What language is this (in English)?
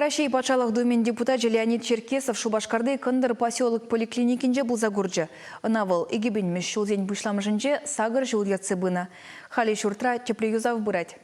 Chuvash